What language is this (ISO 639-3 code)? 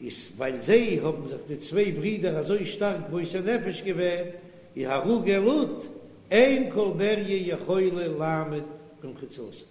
yid